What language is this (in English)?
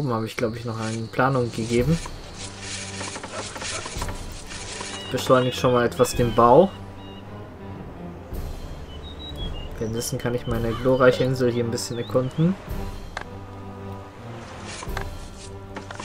German